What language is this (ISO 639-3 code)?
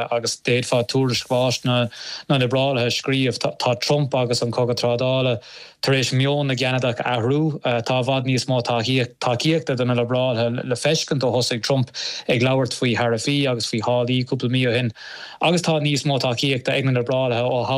gle